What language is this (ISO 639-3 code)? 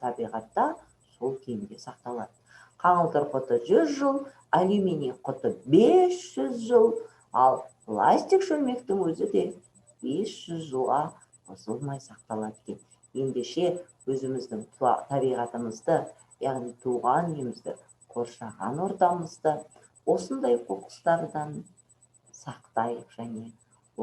kaz